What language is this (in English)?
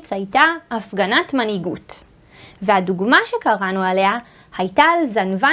Hebrew